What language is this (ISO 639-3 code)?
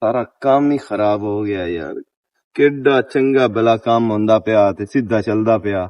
lah